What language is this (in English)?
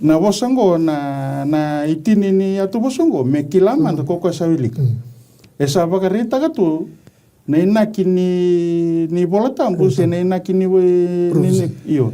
Fijian